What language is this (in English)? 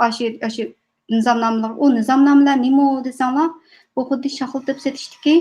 Uyghur